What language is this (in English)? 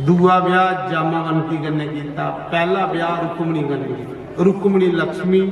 Dogri